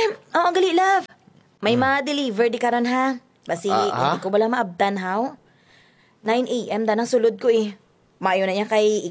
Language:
Hiligaynon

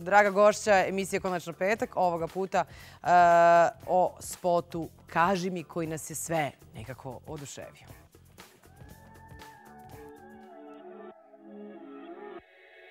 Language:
Serbian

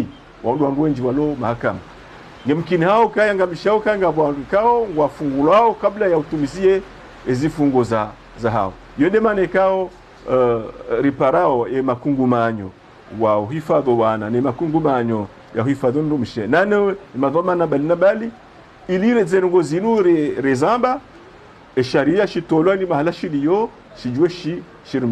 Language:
Ngazidja Comorian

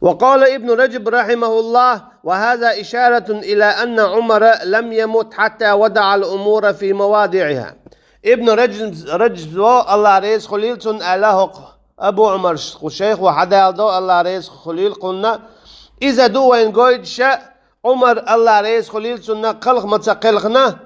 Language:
Chechen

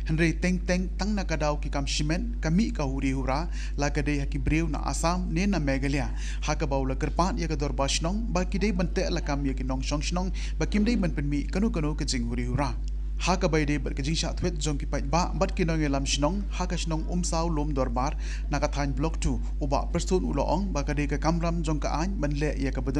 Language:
Khasi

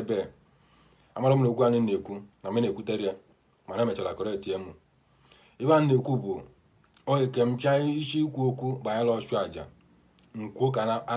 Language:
Igbo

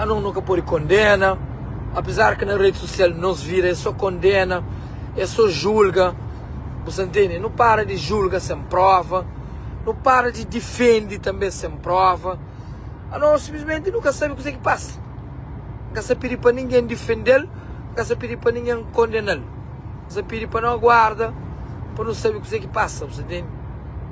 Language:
Kabuverdianu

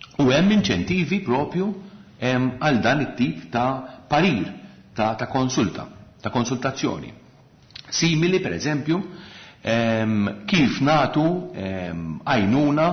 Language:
Maltese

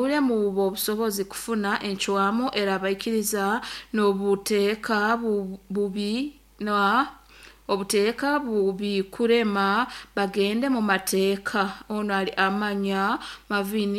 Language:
Nyoro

